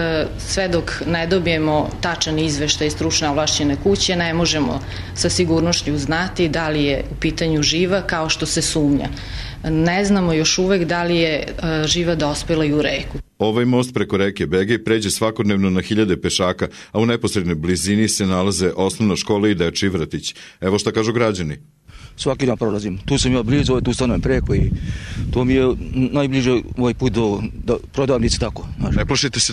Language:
Serbian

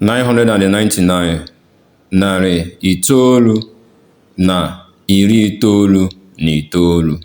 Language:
Igbo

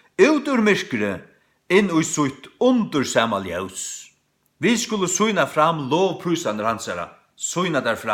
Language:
Faroese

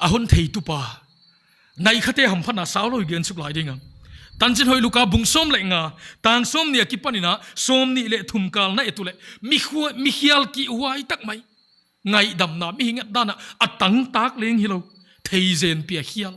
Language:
Paite Chin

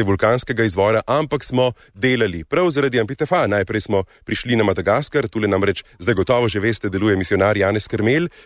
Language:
Slovenian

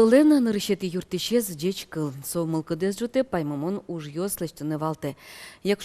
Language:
Udmurt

